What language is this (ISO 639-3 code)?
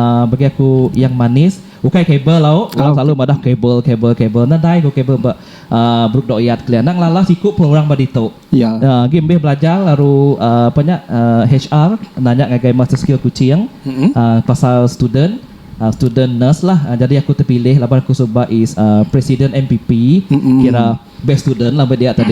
iba